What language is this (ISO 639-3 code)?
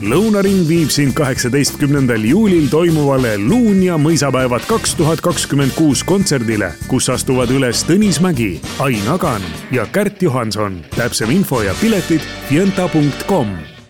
est